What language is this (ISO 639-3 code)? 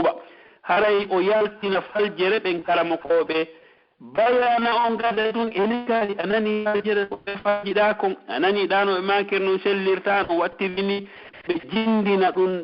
fuf